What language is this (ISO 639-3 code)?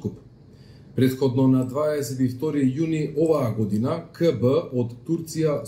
mkd